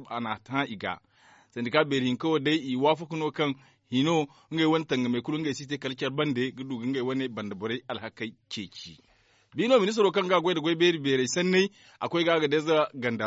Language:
Zarma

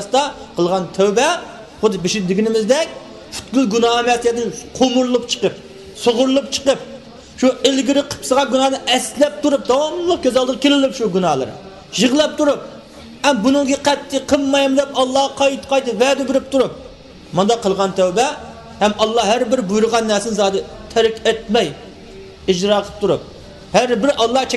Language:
Uyghur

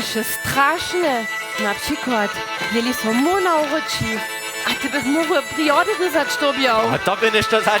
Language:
Upper Sorbian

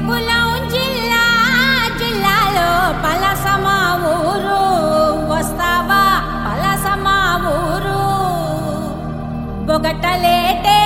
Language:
Telugu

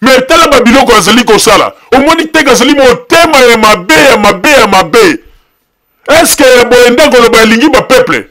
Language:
Lingala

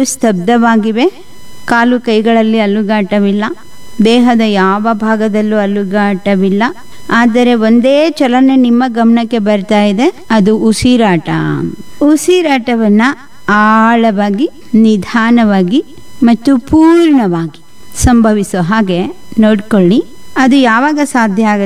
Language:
Kannada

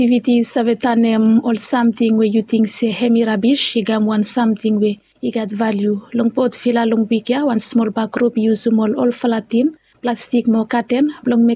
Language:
Bislama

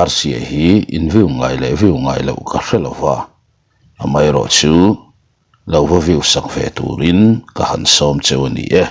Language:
Mizo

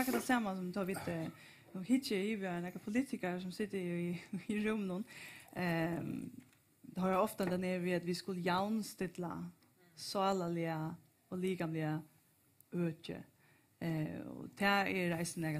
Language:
Faroese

